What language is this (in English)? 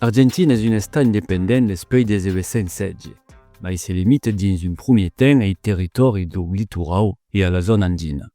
Occitan